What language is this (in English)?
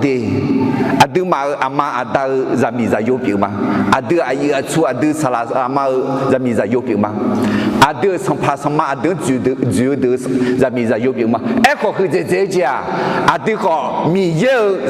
Akha